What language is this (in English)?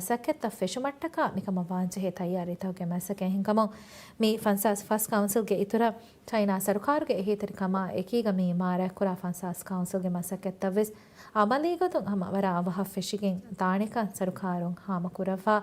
Divehi